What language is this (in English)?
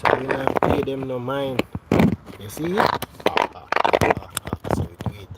Jamaican Creole English